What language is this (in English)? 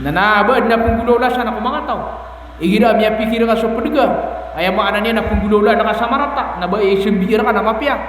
Maranao